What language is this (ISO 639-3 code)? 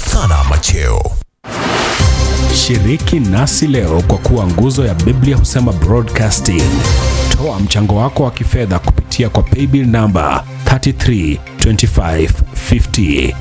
swa